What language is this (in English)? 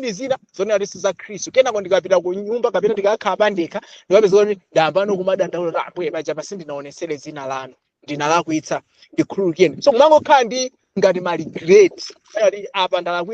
Nyanja